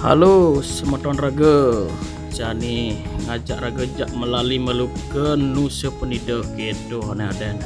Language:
Balinese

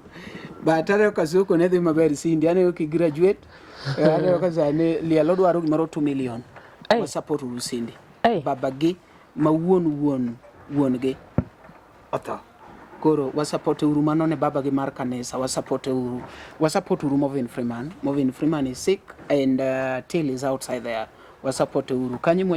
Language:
Luo (Kenya and Tanzania)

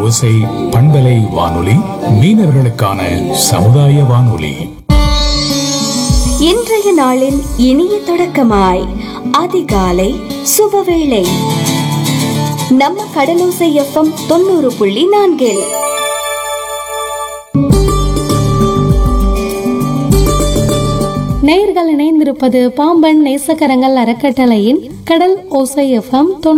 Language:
Tamil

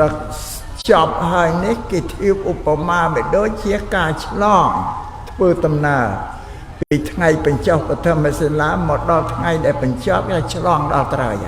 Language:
Khmer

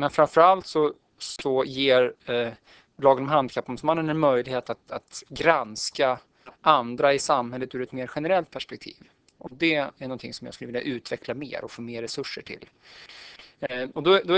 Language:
Swedish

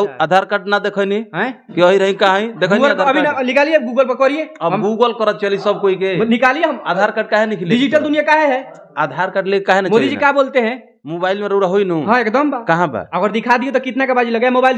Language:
Bhojpuri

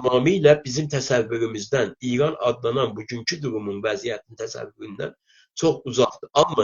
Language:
South Azerbaijani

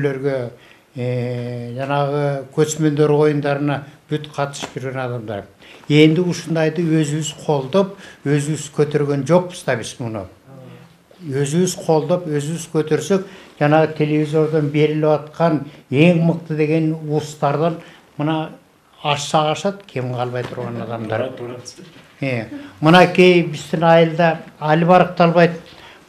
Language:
Kyrgyz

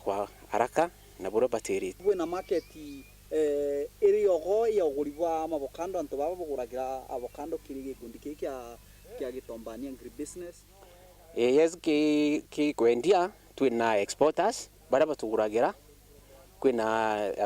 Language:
Meru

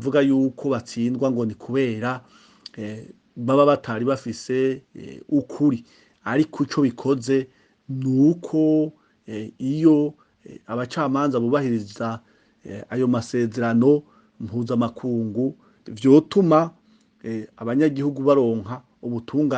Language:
Rundi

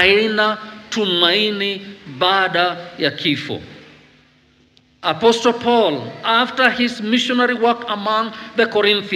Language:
Swahili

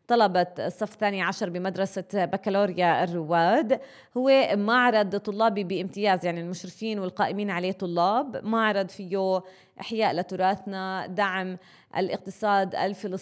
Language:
North Levantine Arabic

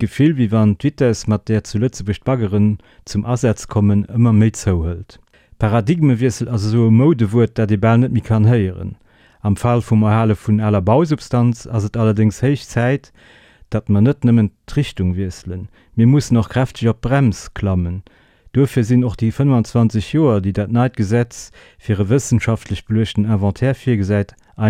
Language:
Luxembourgish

